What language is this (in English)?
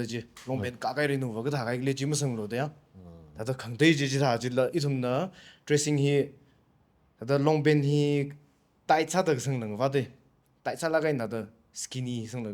Tangkhul Naga (India)